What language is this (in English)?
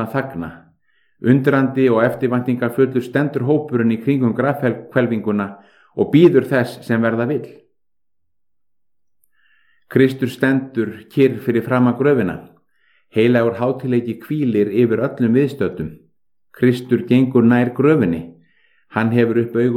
Icelandic